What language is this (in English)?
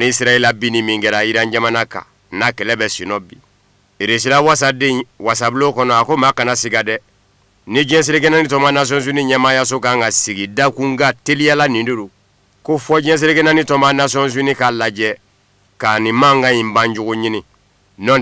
Bambara